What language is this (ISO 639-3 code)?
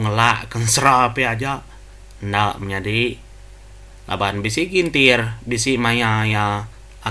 iba